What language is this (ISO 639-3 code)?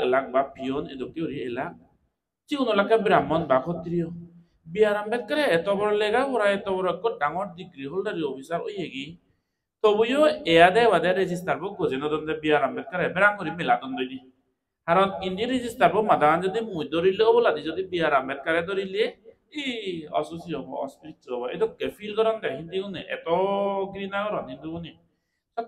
ccp